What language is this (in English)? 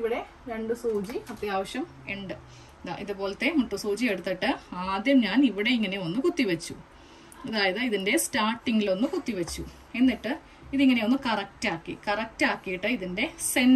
Malayalam